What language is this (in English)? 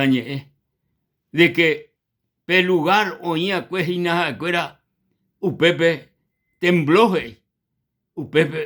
Guarani